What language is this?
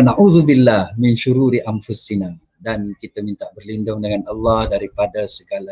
Malay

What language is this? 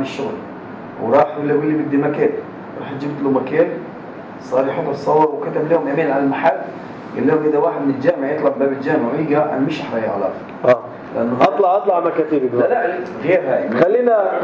North Levantine Arabic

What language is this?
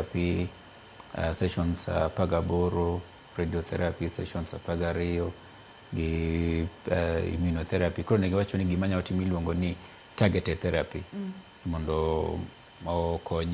Luo (Kenya and Tanzania)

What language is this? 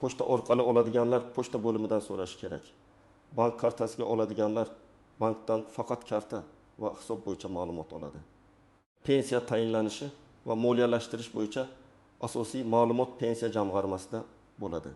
Uzbek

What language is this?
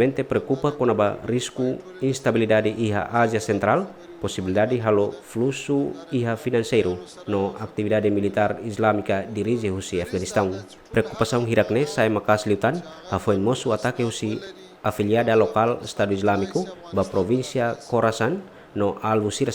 Tetum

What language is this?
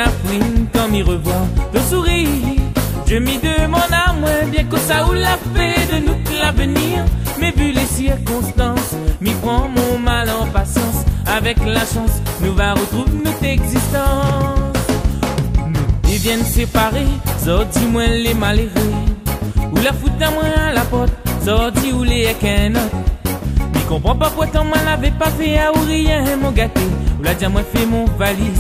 Réunion Creole French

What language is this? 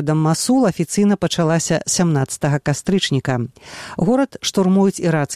Belarusian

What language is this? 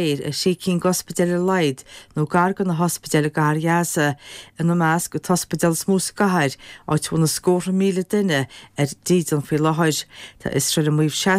Irish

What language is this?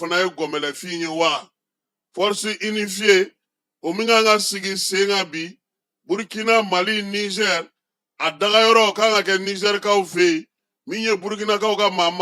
Bambara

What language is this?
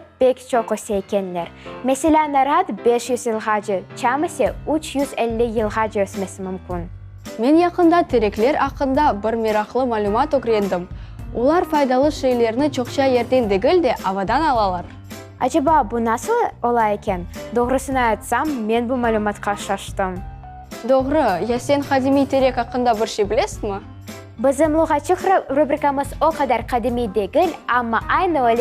Crimean Tatar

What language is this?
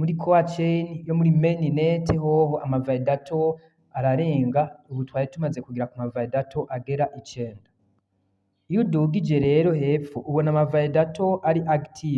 Rundi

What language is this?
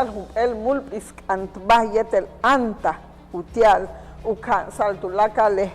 Yucateco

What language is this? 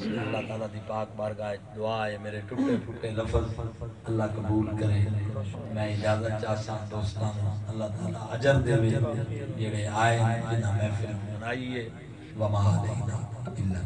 Saraiki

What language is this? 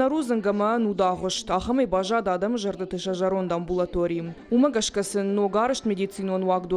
Ossetic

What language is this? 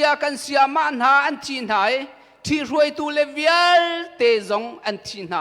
Hakha Chin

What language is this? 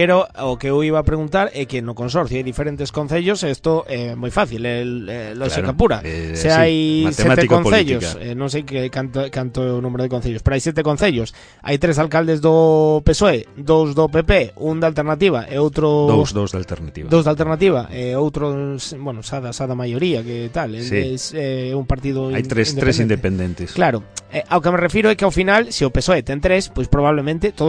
Galician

